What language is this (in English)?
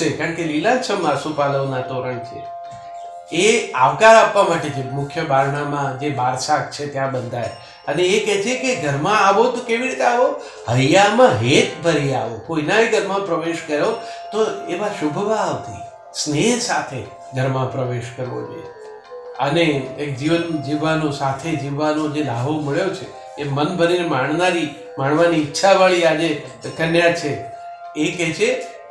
Gujarati